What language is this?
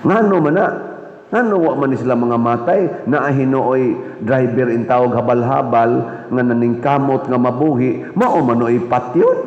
Cebuano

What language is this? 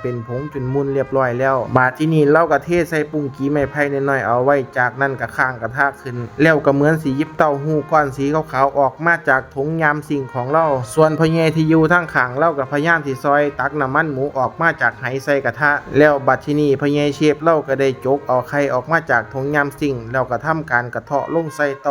Lao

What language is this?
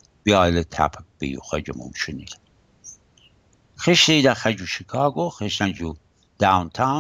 Assyrian Neo-Aramaic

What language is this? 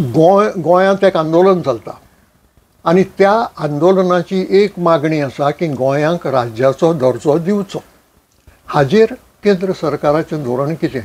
Konkani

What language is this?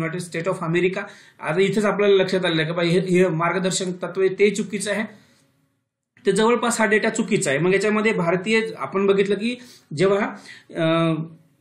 Marathi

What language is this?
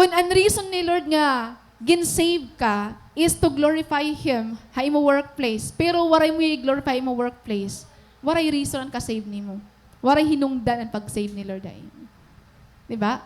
Waray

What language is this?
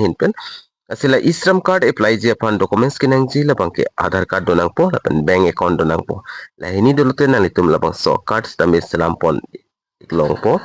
Karbi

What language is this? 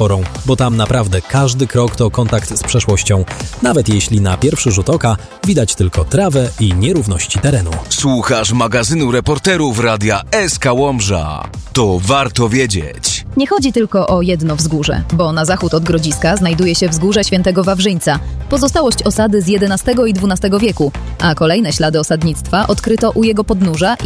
Polish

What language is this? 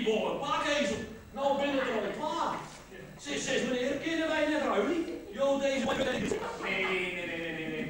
Western Frisian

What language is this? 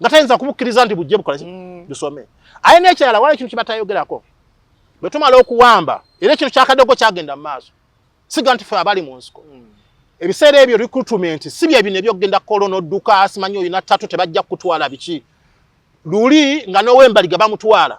Ganda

